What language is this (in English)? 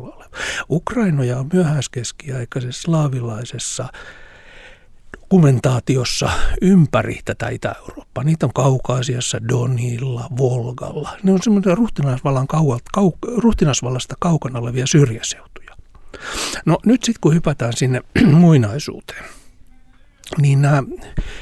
Finnish